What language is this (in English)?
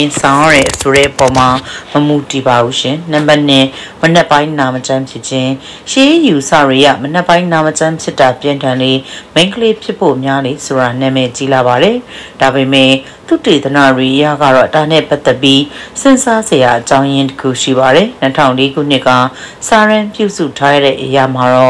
Burmese